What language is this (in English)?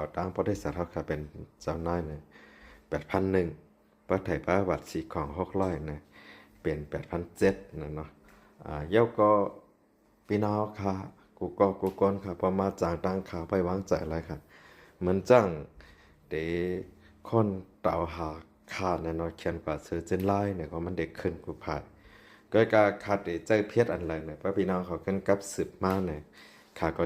Shan